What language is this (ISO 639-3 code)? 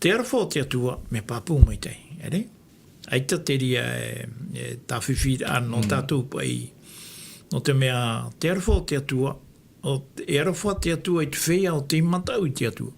tah